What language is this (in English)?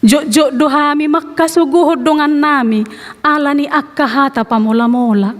Batak Toba